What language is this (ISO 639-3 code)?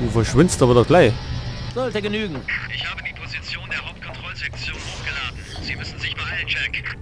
bar